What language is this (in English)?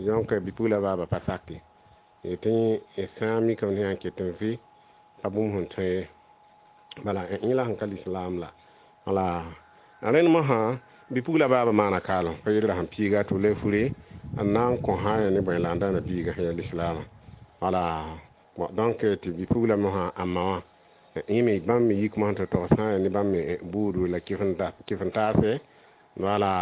Mossi